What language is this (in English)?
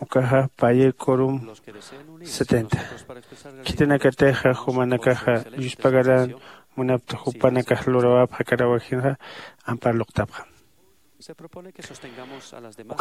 Aymara